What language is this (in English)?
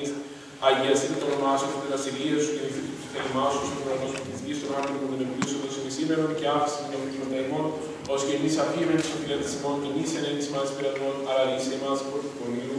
Greek